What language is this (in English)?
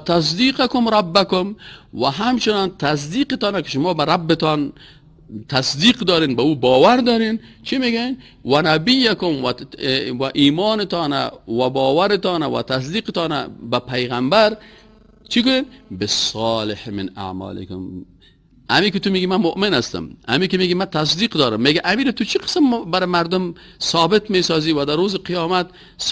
Persian